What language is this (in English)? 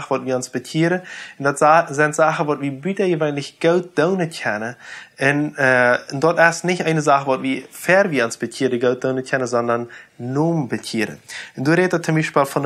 Plautdietsch